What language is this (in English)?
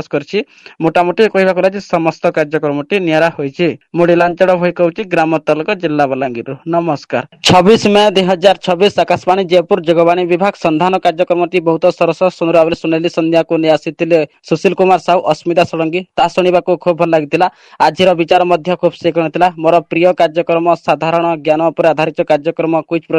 Odia